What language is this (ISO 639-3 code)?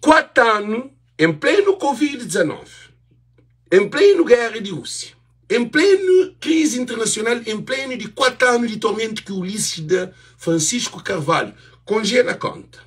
kea